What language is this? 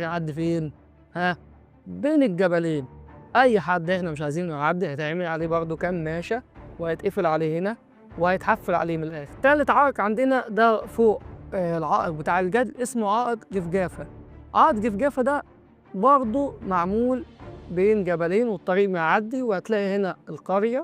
Egyptian Arabic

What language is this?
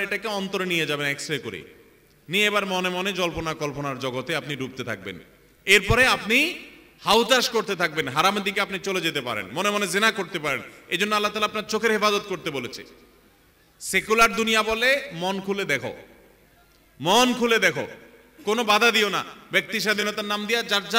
Bangla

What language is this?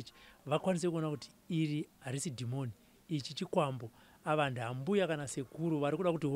Shona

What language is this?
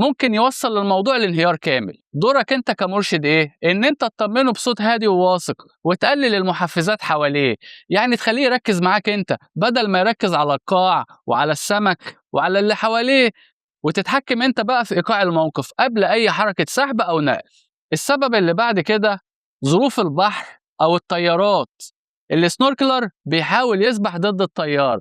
Egyptian Arabic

